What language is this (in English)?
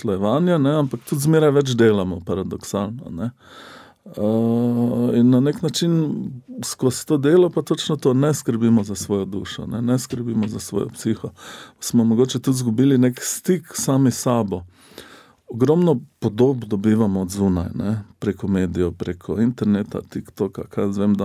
Slovenian